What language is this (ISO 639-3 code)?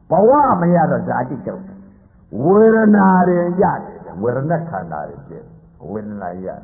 mya